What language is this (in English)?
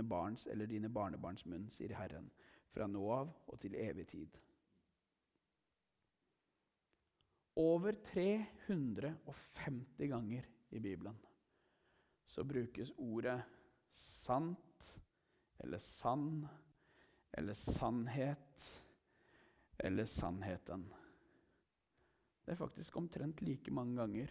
Norwegian